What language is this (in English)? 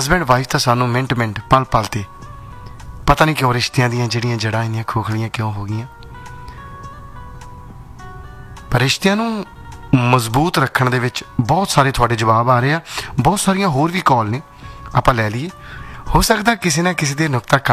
Punjabi